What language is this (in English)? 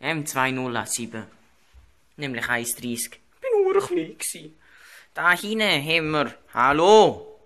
Swiss German